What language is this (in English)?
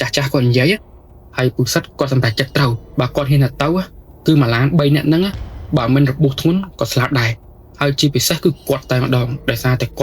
Khmer